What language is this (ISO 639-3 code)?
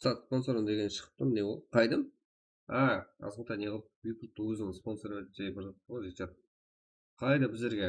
kaa